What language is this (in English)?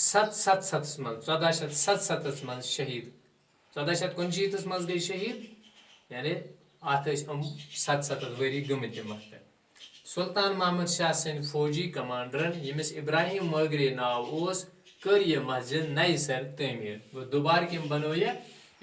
Kashmiri